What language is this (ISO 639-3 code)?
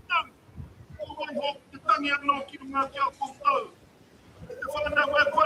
mri